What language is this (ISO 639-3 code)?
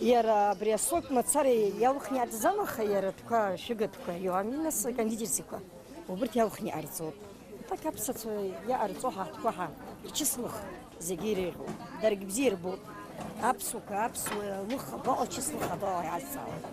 abk